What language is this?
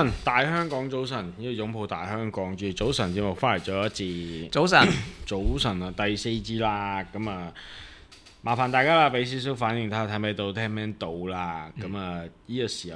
Cantonese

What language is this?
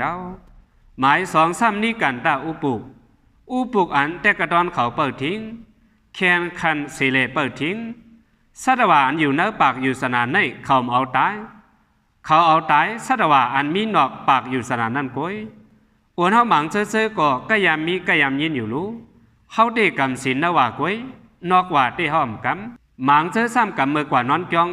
Shan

